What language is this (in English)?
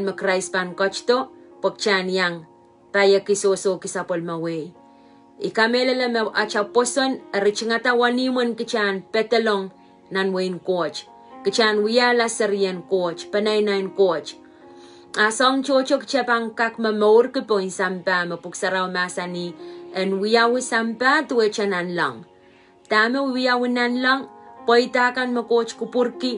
Pohnpeian